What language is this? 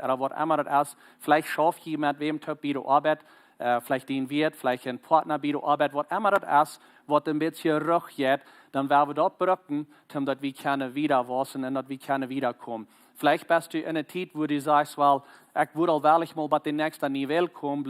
Plautdietsch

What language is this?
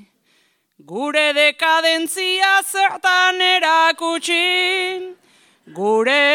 Basque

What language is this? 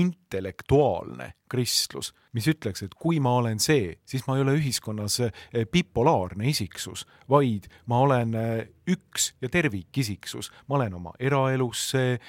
Estonian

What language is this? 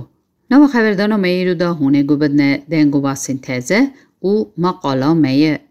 Kurdish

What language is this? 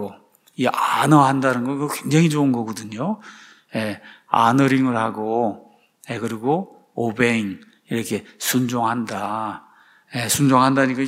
Korean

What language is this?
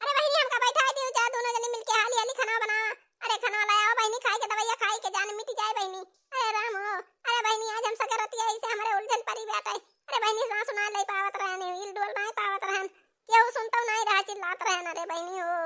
Awadhi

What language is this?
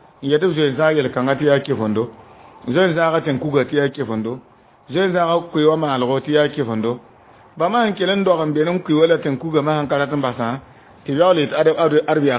Mossi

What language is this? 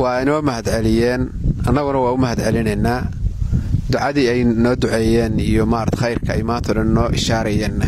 Somali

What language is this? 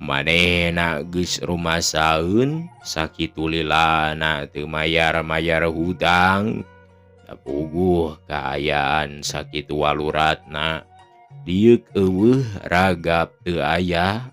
Sundanese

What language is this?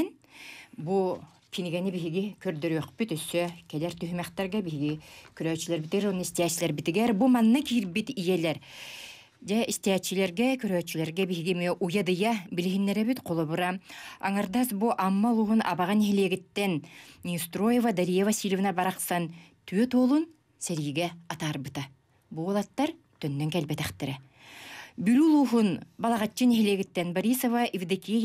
Yakut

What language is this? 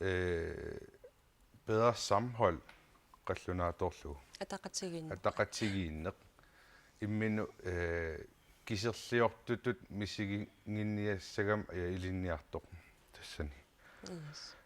Kalaallisut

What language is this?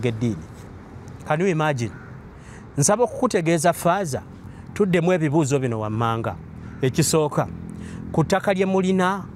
Ganda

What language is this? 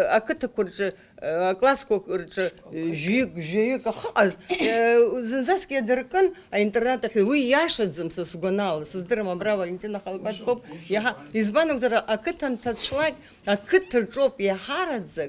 Abkhazian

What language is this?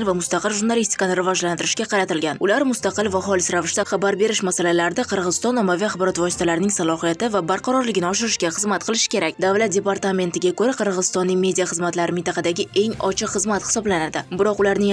Uzbek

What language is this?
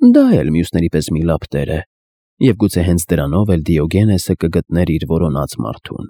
Armenian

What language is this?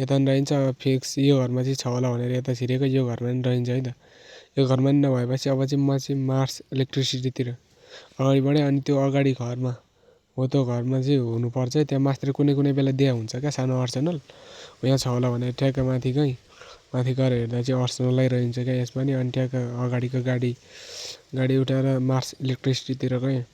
Nepali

